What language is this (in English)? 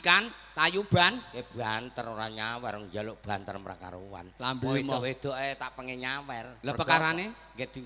Javanese